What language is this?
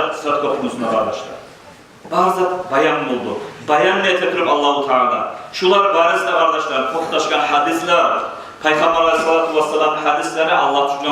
Kumyk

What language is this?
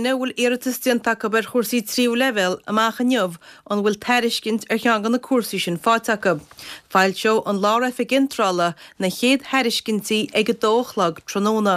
Irish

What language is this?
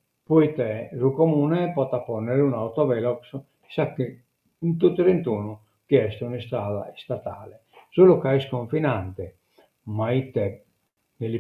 Sardinian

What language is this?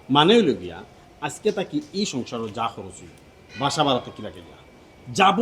Sylheti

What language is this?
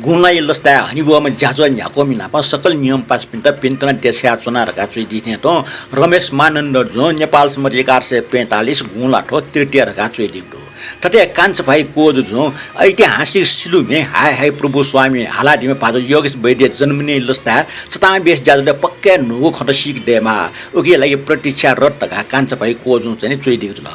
Newari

